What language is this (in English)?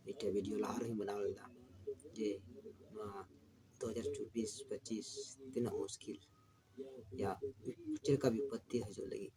Santali